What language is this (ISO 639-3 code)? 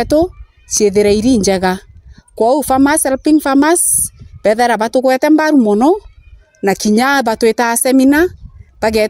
mer